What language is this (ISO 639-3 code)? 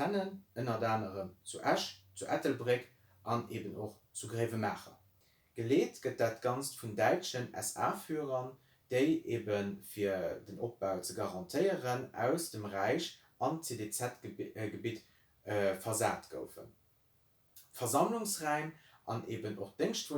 ltz